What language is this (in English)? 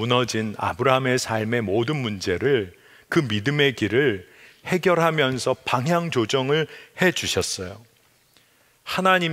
Korean